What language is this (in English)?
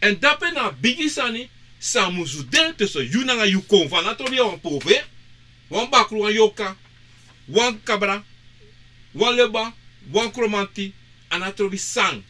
Sranan Tongo